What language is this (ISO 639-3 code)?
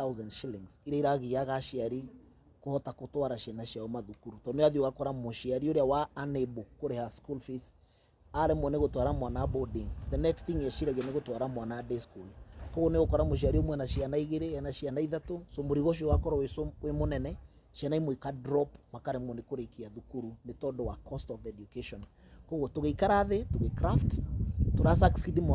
kik